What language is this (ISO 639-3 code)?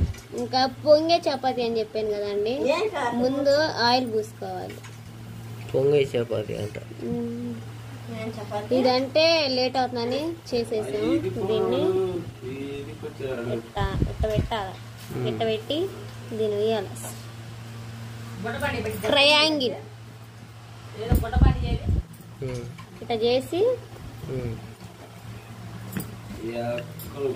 tel